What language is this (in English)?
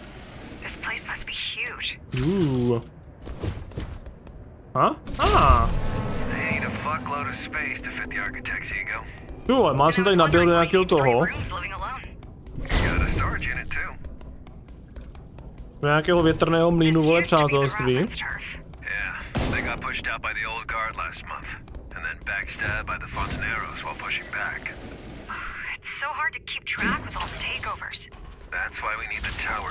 Czech